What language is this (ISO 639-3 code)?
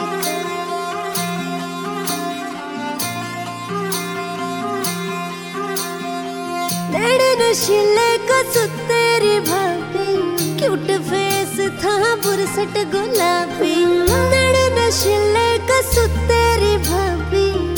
hin